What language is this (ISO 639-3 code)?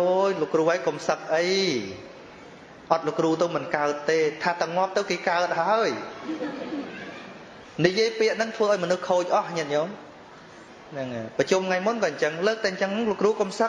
khm